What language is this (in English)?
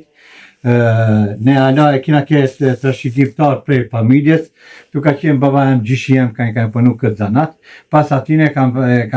Albanian